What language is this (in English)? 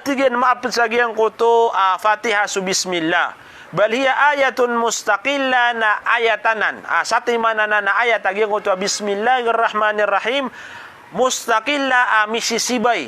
Maranao